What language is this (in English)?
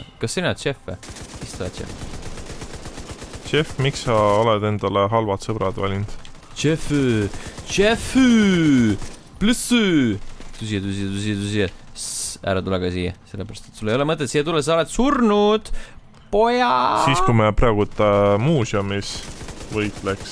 Estonian